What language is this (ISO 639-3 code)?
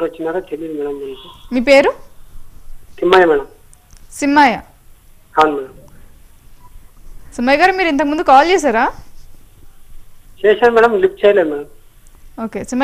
tel